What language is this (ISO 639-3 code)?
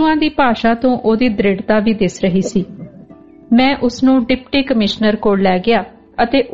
pan